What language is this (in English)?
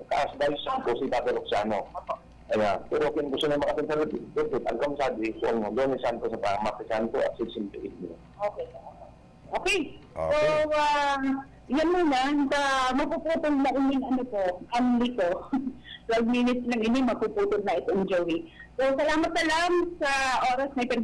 Bikol